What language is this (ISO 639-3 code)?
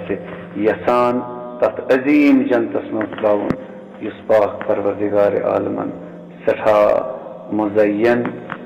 kas